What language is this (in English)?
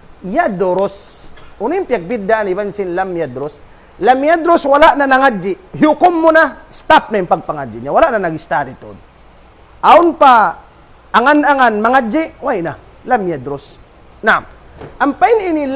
Tausug